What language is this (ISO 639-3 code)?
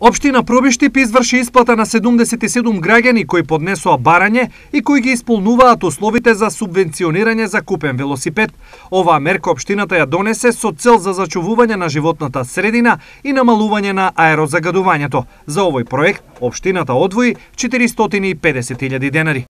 mkd